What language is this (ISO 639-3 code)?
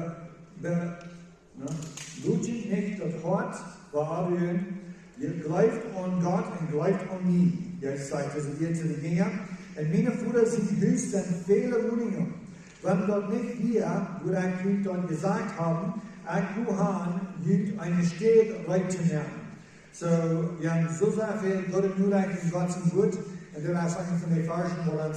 pdt